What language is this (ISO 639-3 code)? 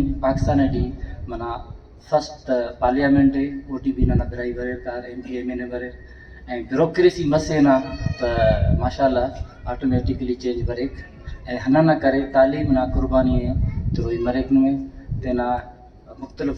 brh